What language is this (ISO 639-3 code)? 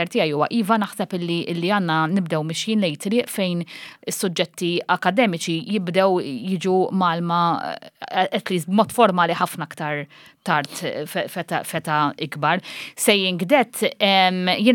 mlt